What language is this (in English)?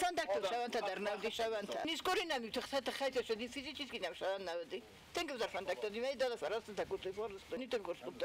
Ossetic